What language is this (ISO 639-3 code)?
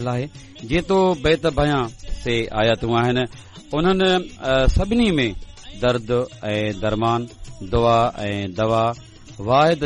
snd